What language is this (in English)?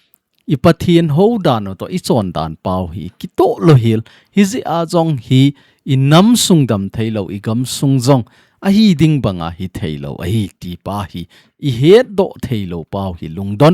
Thado Chin